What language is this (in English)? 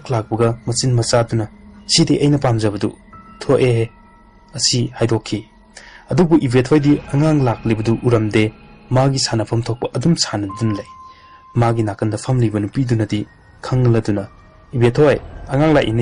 Manipuri